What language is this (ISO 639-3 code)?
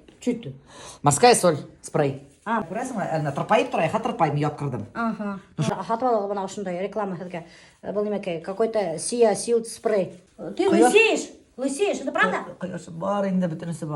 bak